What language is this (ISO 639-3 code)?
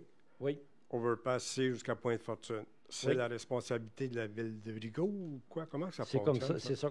fra